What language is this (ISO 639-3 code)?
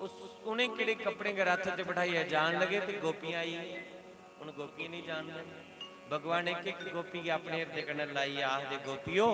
doi